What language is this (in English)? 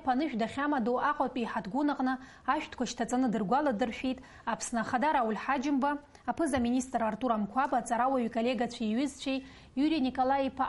Abkhazian